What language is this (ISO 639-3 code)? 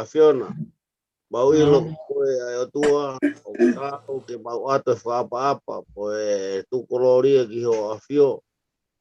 ton